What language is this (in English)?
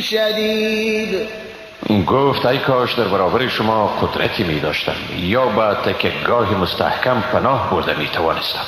Persian